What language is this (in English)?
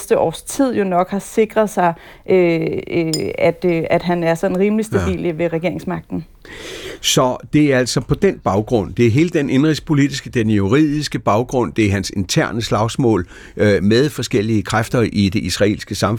Danish